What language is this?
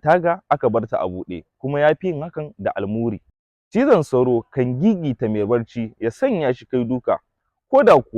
Hausa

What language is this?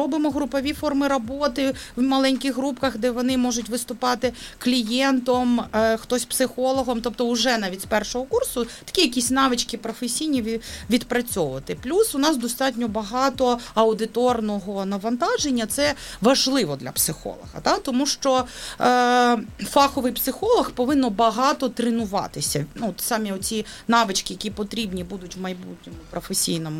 Ukrainian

